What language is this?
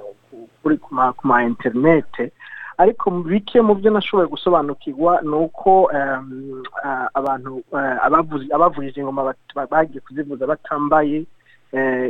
Rundi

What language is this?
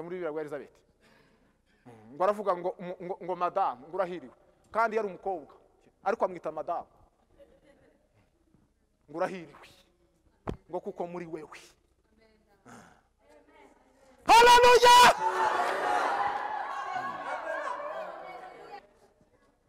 Kinyarwanda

